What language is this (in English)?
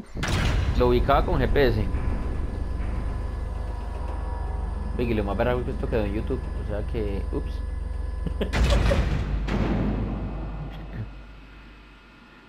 Spanish